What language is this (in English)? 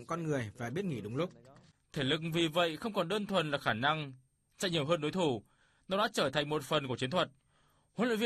Vietnamese